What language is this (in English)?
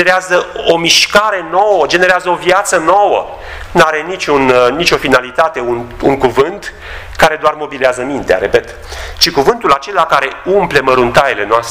Romanian